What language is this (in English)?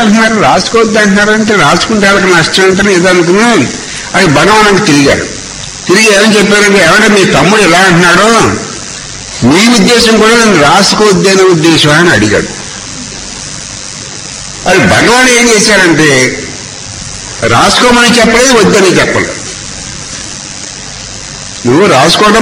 Telugu